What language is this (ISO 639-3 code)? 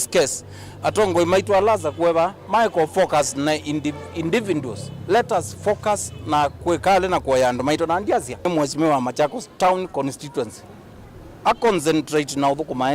kam